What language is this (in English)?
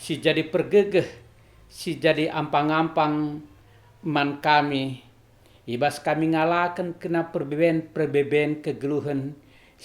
Batak Karo